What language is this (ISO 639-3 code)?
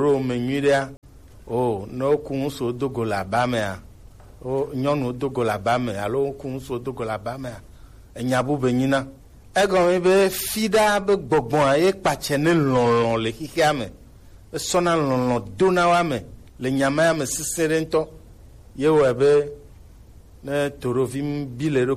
gej